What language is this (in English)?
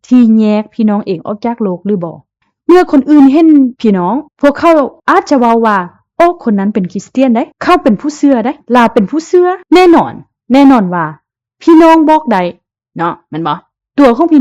Lao